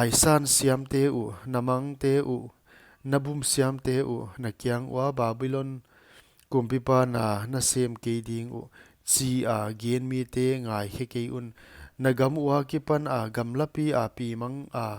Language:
Paite Chin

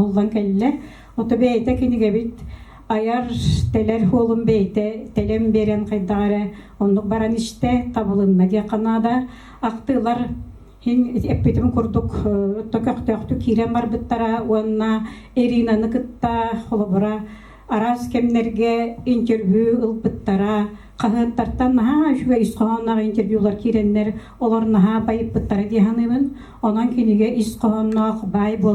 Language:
Yakut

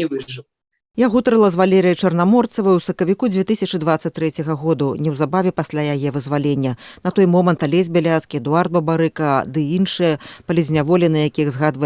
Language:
Belarusian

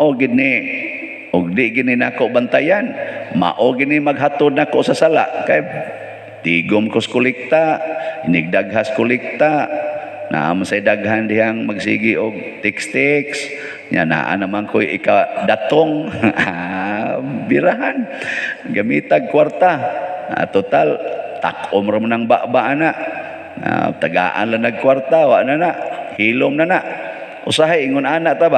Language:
Cebuano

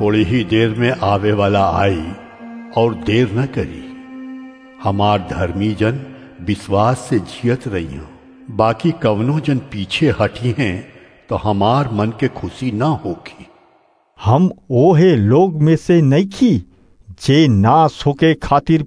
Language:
Bhojpuri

